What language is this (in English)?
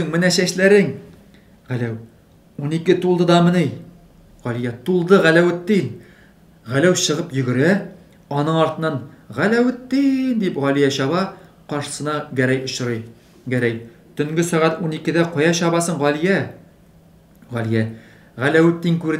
Tatar